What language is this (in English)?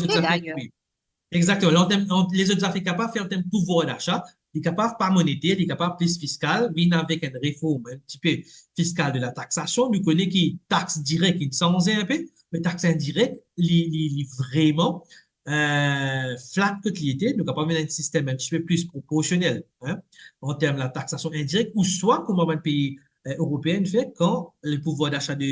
Morisyen